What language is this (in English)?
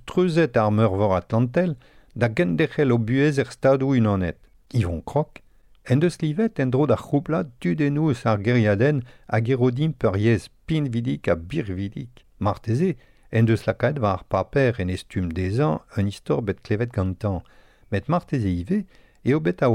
Breton